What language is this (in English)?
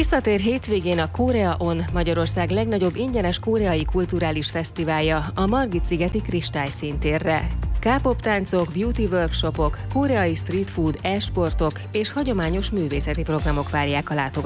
Hungarian